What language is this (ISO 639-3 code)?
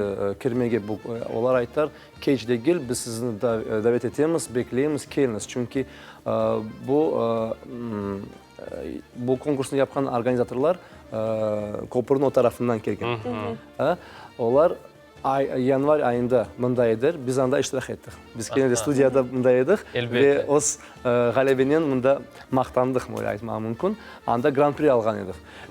crh